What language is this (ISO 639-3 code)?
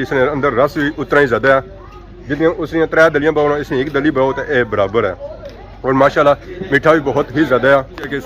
phr